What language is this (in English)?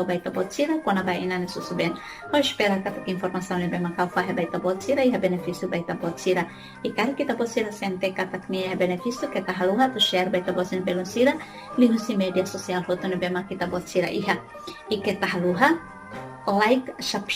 Tetum